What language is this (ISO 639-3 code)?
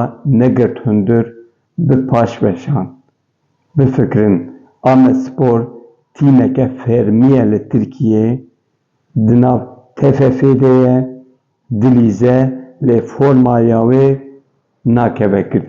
kur